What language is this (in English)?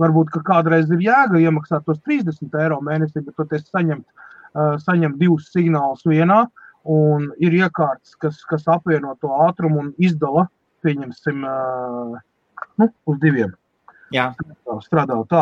Latvian